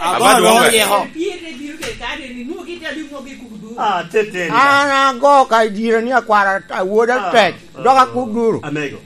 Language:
Lango (Uganda)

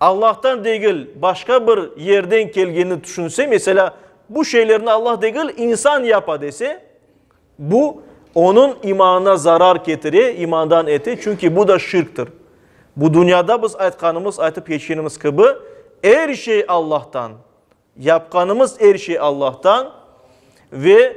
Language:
Crimean Tatar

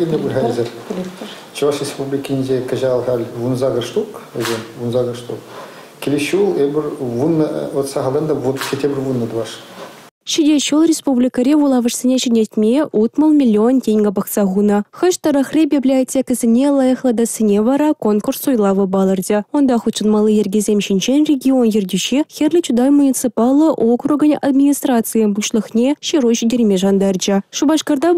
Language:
Chuvash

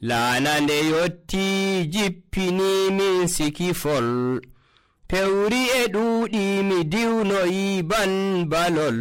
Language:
Nigerian Fulfulde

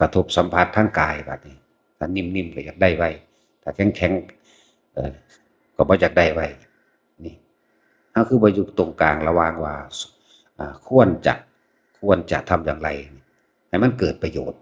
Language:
Northeastern Thai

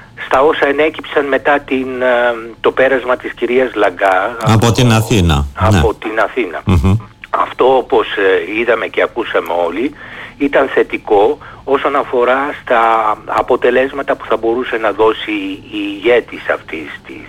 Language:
Greek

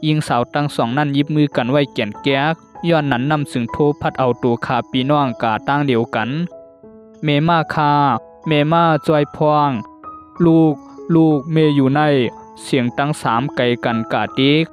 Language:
Shan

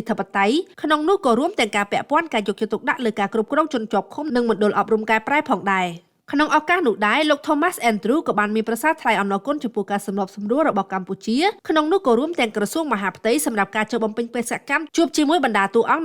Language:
Khmer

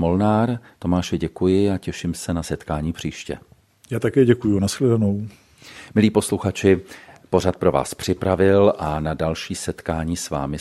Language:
Czech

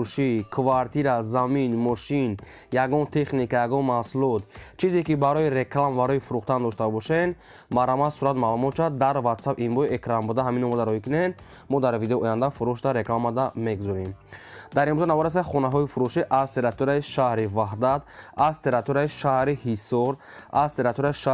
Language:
Tajik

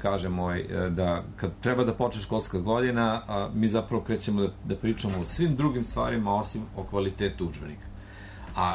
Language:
Serbian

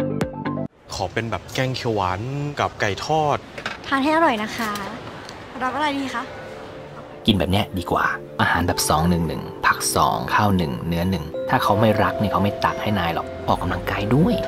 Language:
Thai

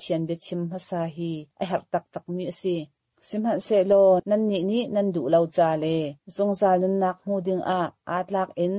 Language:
Hakha Chin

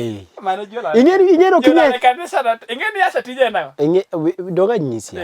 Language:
Luo (Kenya and Tanzania)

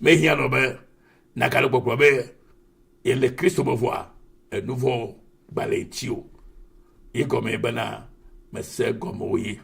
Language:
Ewe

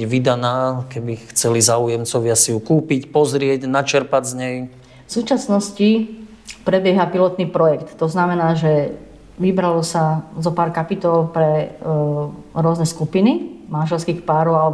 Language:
Slovak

